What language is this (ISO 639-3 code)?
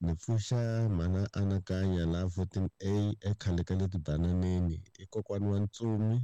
tso